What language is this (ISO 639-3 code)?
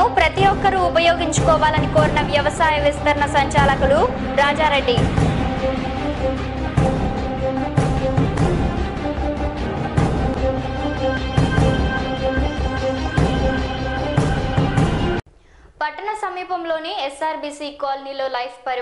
tel